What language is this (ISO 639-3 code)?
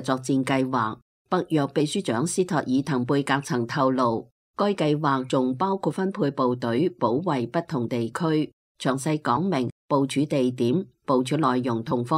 yue